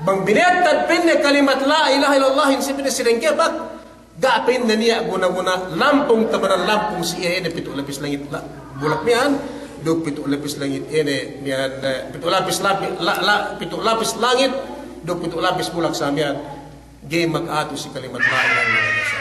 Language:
Yakan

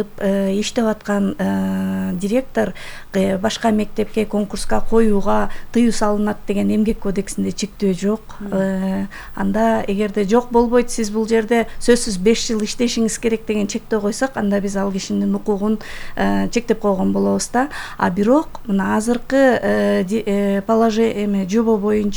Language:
Kyrgyz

